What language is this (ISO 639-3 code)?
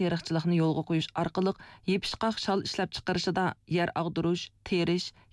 uig